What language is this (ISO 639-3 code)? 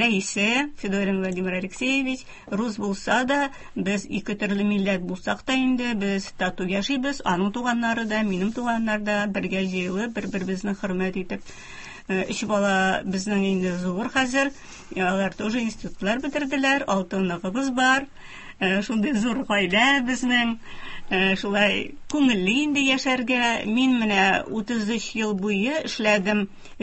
tat